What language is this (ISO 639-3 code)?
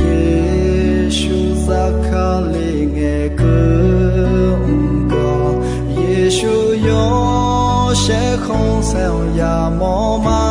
ahk